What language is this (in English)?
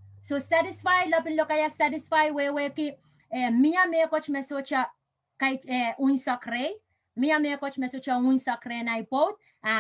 Pohnpeian